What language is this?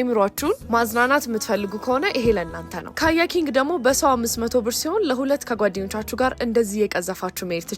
Amharic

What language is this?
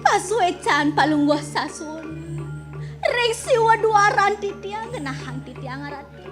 Balinese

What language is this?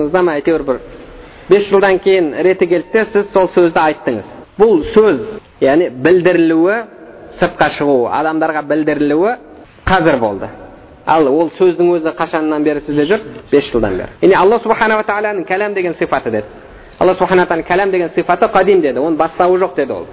Kazakh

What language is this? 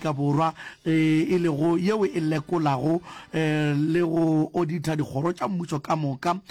Northern Sotho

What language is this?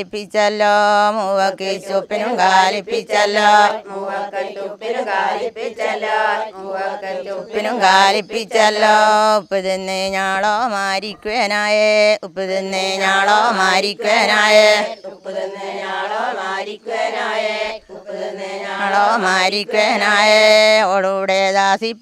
Malayalam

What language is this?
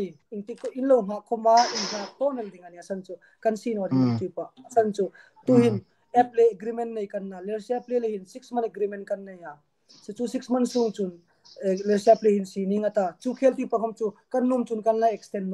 Hmar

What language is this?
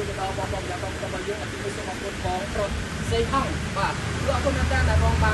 Khmer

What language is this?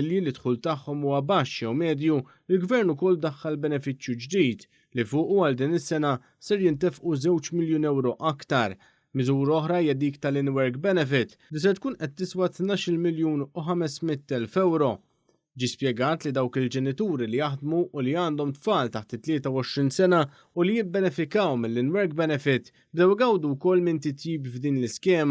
Maltese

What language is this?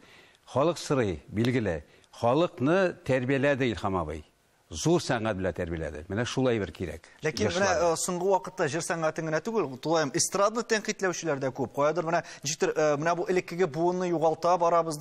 Tatar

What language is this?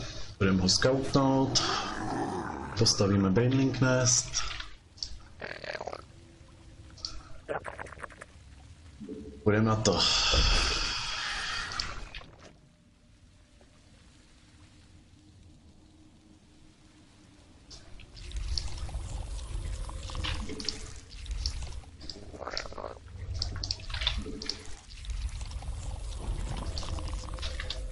Czech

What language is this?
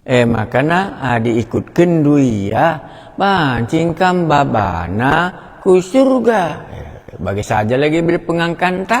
Batak Karo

